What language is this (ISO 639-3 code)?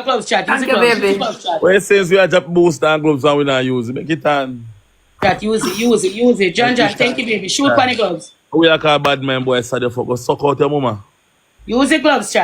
jam